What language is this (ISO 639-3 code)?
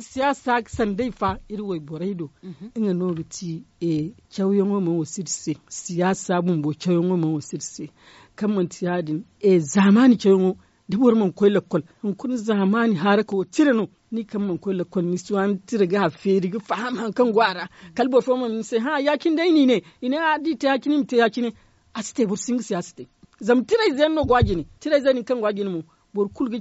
dje